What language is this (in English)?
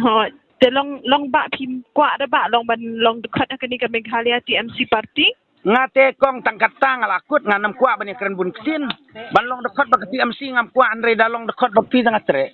Khasi